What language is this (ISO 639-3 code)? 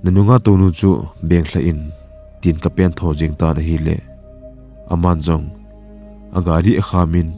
tcz